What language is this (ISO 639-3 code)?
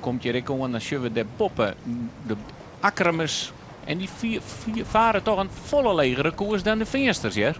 fry